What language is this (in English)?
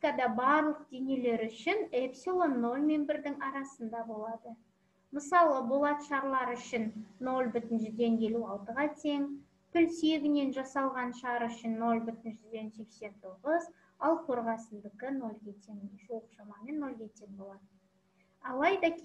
Kazakh